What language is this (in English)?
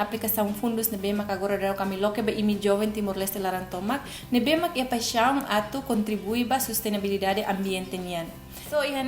Tetum